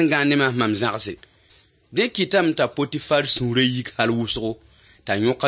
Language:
Mossi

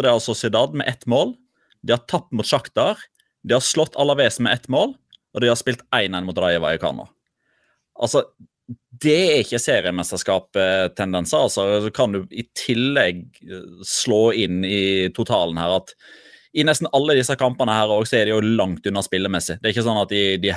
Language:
Norwegian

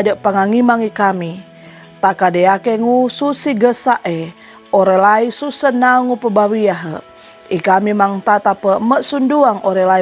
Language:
Sangir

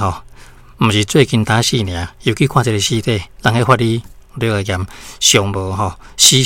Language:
Min Nan Chinese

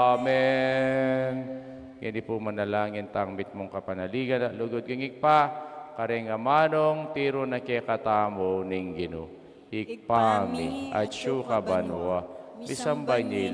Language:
Pampanga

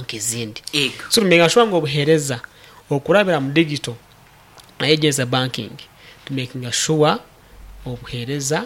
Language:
Nyankole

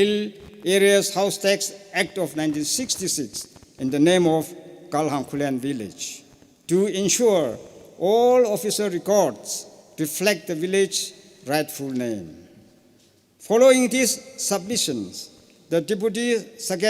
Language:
Tangkhul Naga (India)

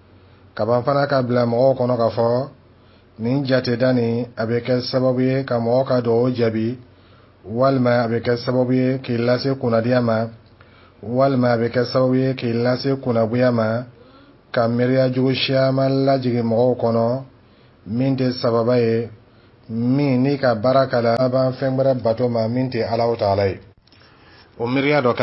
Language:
Dyula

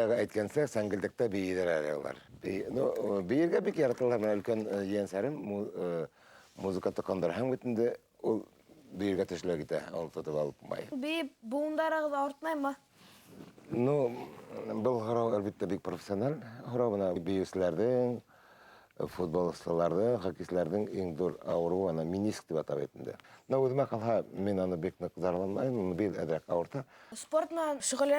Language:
Bashkir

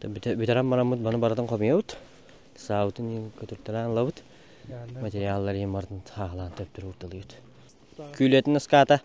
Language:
Yakut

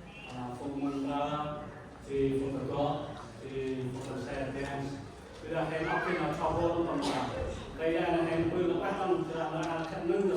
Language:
Central Mnong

